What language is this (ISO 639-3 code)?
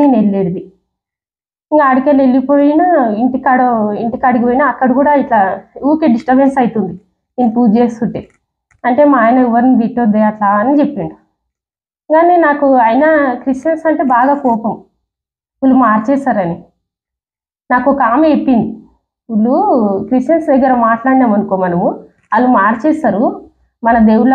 tel